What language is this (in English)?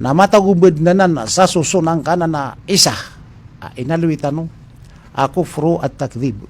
Maranao